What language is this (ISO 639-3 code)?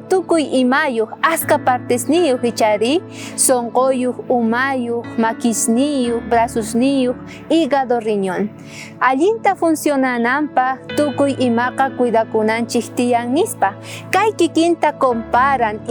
quh